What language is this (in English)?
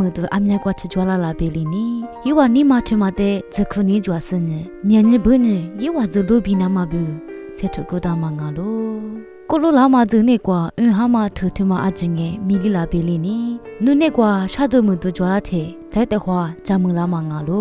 Lisu